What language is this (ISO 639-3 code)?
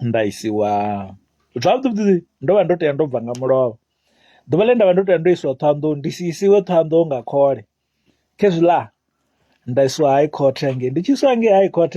ven